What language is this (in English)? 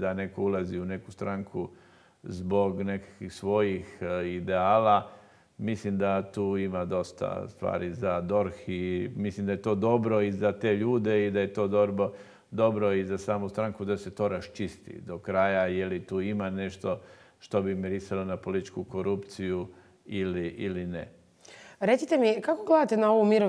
Croatian